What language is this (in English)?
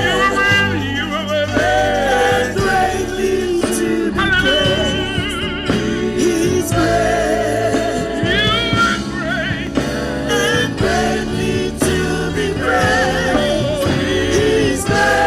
Fijian